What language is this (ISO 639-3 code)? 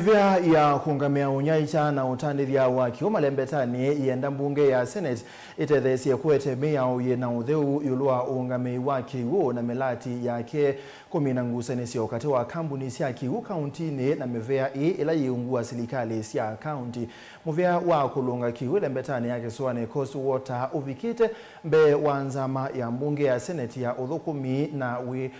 kam